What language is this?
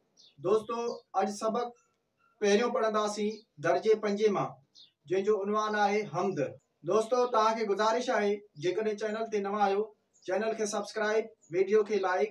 Sindhi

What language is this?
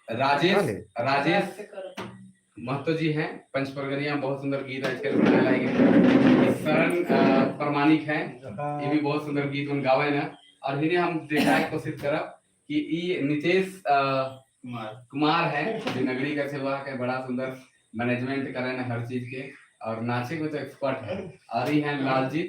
Sadri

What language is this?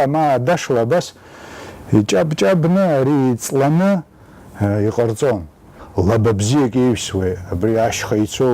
Abkhazian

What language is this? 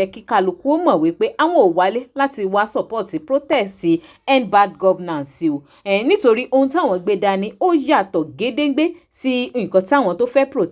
Yoruba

